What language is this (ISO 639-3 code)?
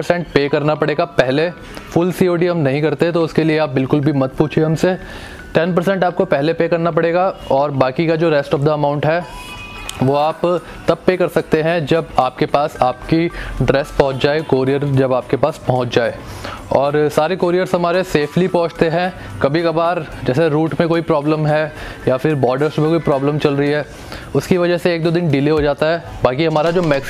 hin